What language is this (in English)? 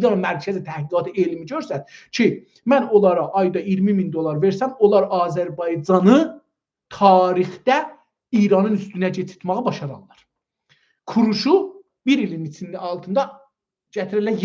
South Azerbaijani